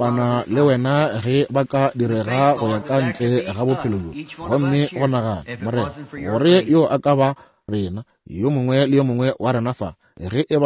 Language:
Northern Sotho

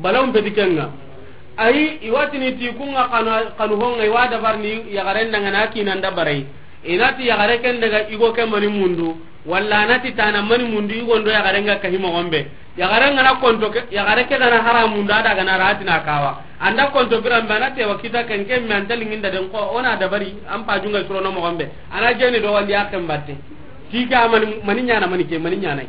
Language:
Soninke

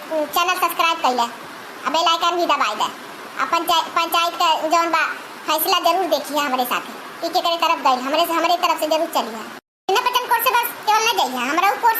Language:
Awadhi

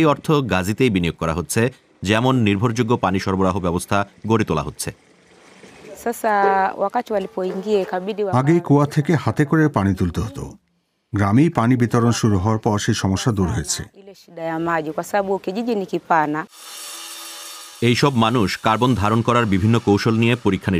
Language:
Bangla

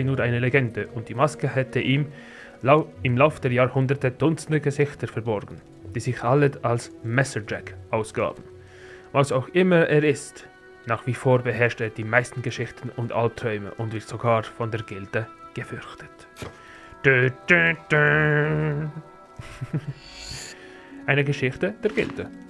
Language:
Swiss German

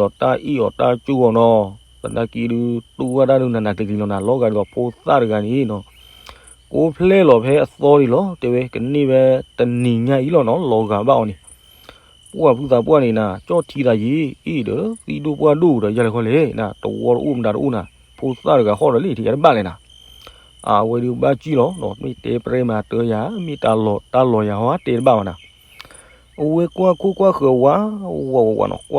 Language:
S'gaw Karen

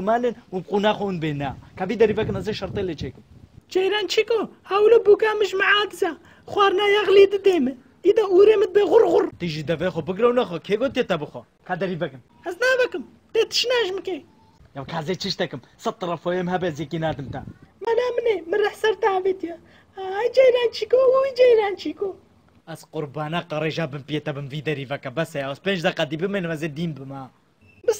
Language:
Kurdish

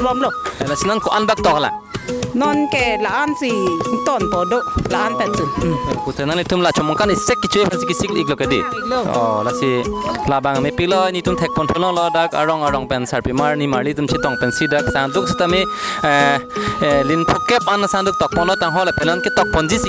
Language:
Karbi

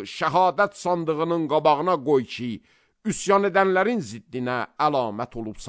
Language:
Azerbaijani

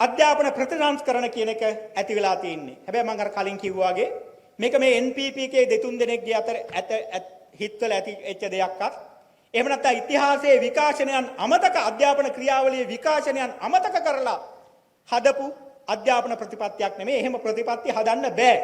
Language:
Sinhala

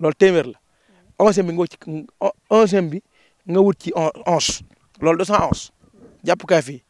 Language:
Wolof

